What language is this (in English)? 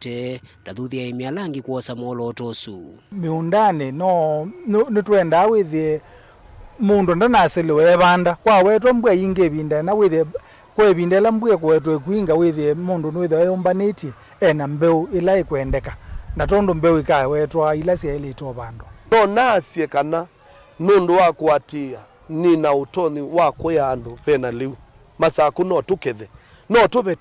Kamba